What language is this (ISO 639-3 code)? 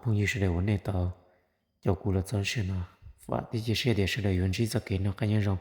hmn